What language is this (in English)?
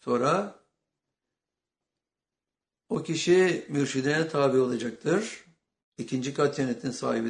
Turkish